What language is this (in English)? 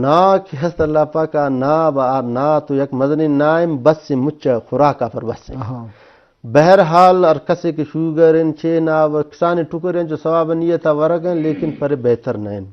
Eastern Balochi